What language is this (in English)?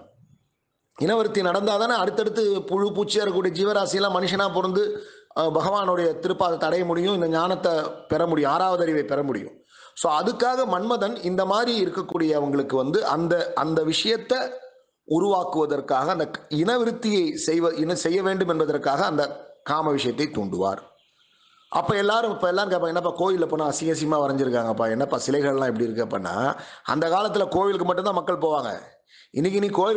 Tamil